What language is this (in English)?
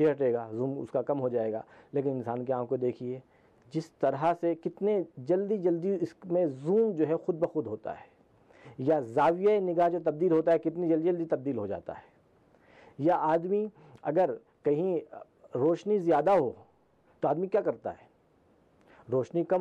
Urdu